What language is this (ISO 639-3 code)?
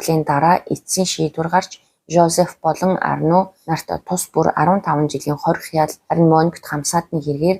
mon